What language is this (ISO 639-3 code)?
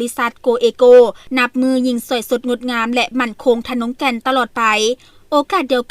lao